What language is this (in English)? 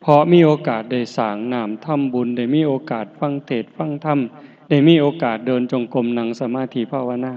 Northeastern Thai